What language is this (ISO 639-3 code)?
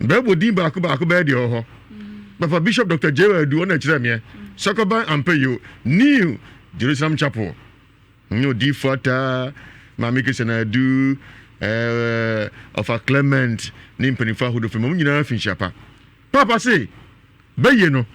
aka